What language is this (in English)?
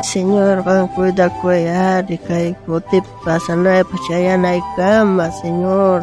South Bolivian Quechua